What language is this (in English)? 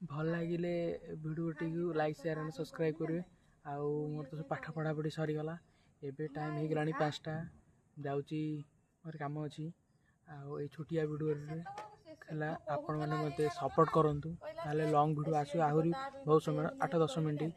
Odia